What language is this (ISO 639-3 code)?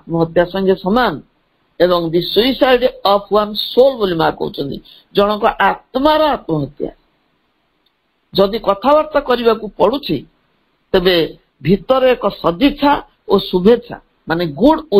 ori